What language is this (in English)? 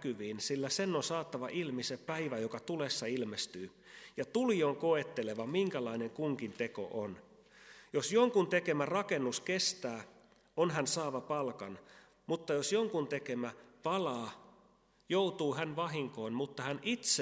Finnish